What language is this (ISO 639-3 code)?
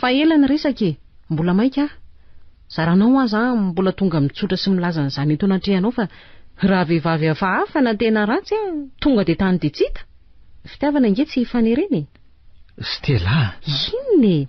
mlg